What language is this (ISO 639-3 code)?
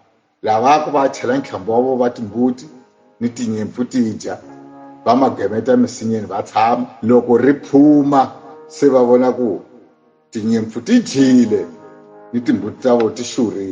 tso